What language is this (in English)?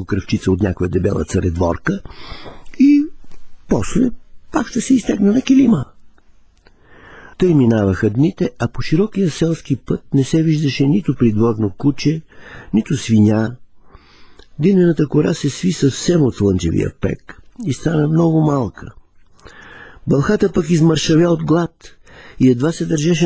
Bulgarian